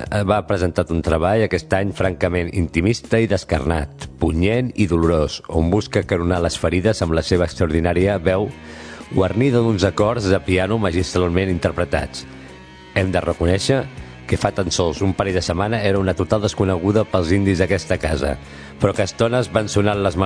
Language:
Catalan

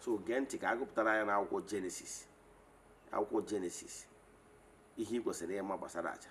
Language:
Igbo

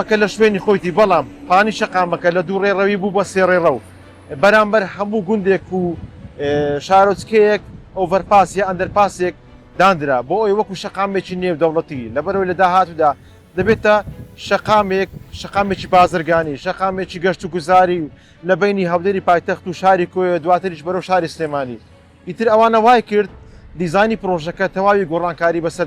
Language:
Central Kurdish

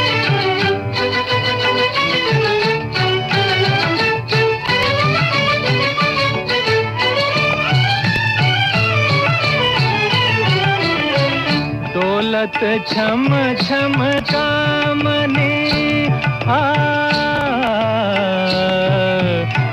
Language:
Hindi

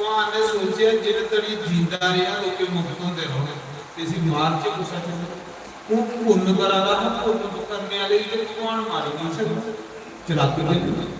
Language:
Dogri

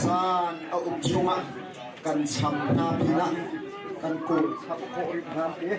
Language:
Hakha Chin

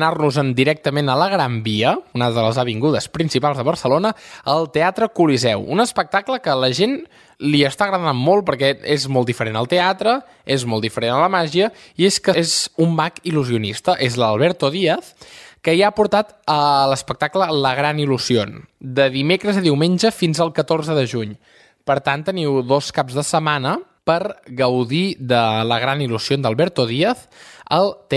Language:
Catalan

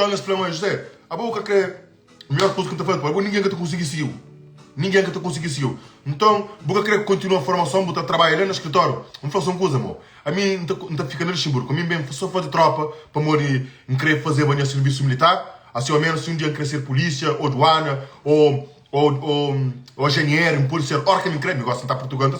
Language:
Kabuverdianu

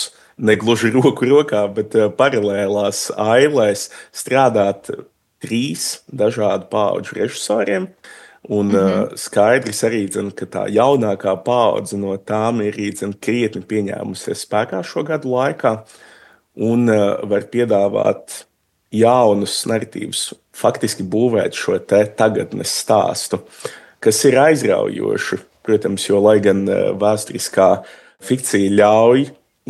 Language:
Latvian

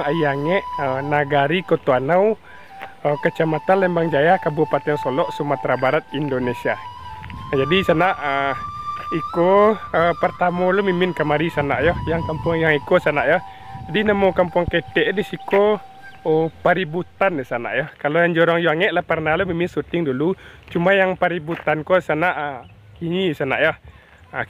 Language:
Minangkabau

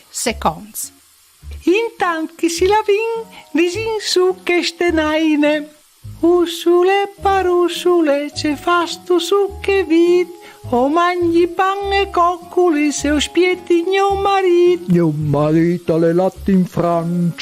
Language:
Friulian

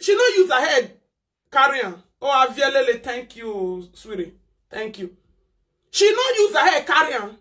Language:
Nigerian Pidgin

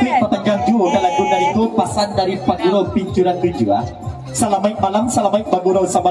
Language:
Minangkabau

